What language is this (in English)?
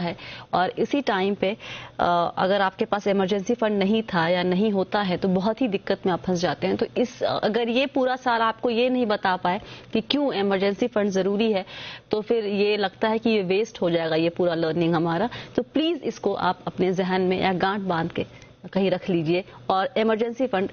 Hindi